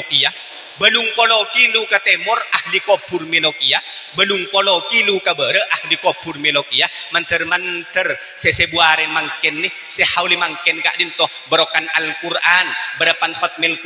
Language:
Madurese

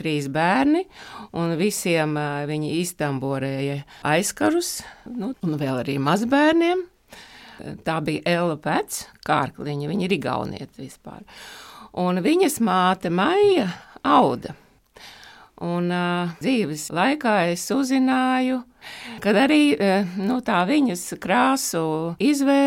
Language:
Latvian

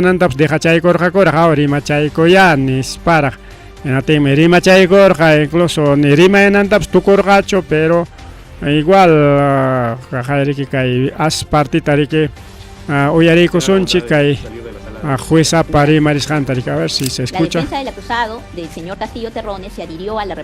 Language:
Ayacucho Quechua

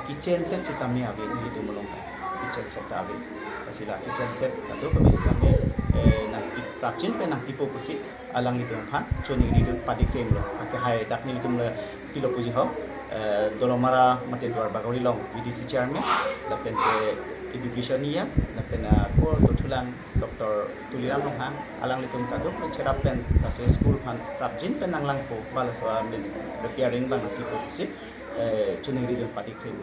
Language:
Karbi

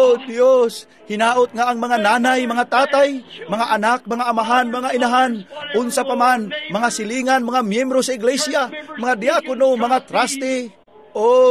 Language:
Cebuano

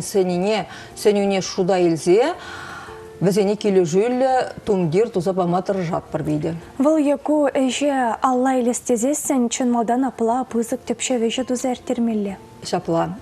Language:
Chuvash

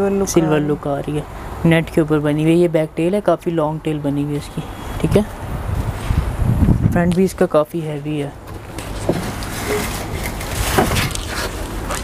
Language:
Hindi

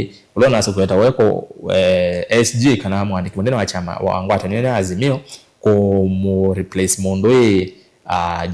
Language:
Kamba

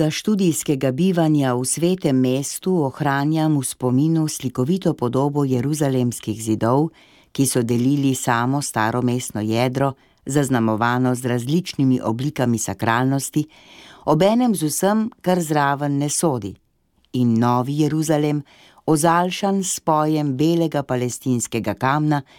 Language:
Slovenian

